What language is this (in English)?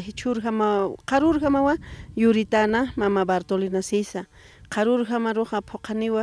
Aymara